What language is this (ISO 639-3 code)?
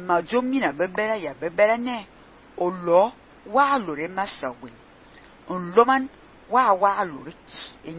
fan